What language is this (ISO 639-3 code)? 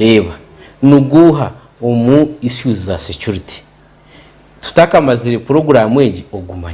nyn